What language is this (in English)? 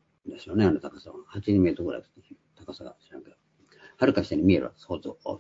Japanese